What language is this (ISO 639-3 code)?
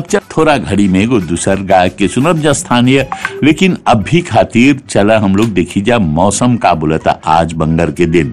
bho